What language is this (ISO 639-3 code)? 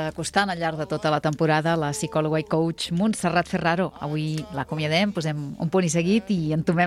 cat